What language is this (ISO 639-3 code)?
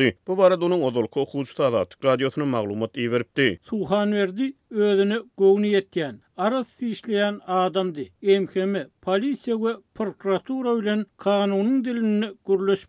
tuk